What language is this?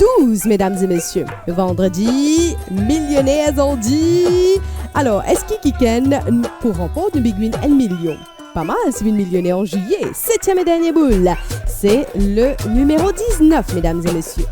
Morisyen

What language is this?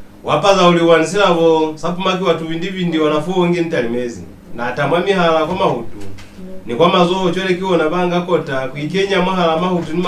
Lozi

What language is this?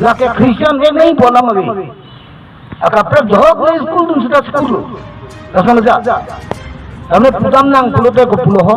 Karbi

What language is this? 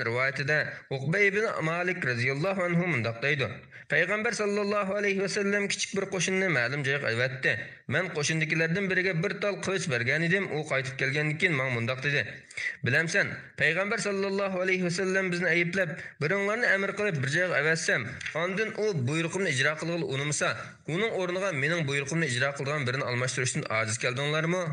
Uyghur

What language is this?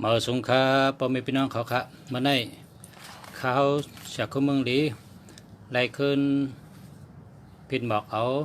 Shan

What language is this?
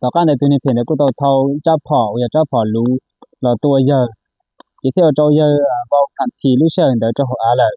Hmong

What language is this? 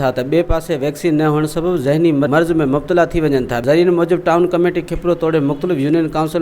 Sindhi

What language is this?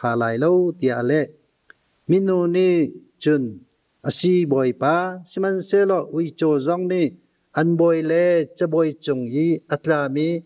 Hakha Chin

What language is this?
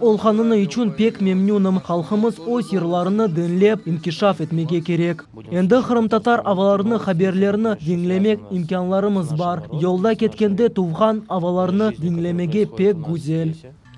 Crimean Tatar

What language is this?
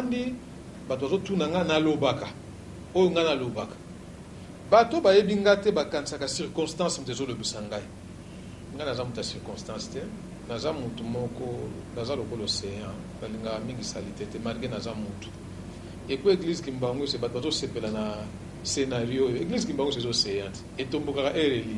Lingala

